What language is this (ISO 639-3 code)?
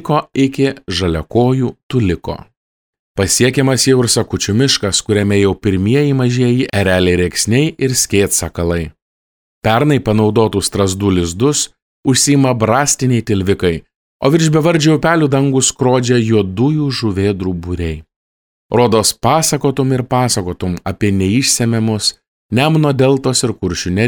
lit